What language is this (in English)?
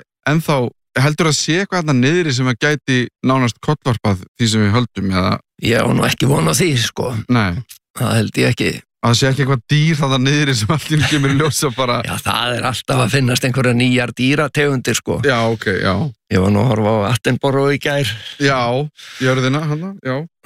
Icelandic